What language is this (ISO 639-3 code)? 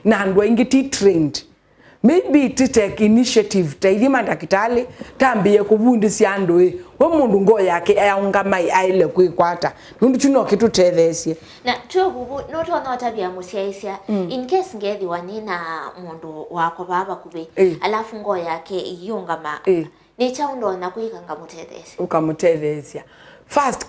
kam